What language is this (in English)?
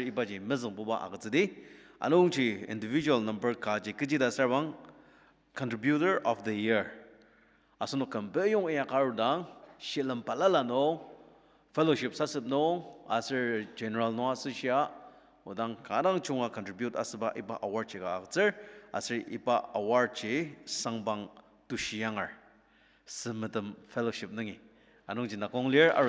Ao Naga